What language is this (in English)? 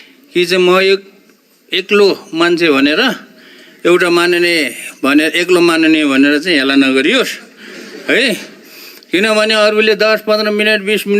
Nepali